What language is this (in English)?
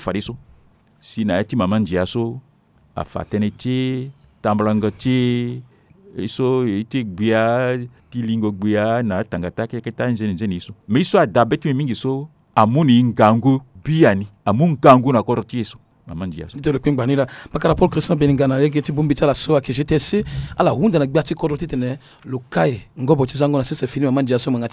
Sango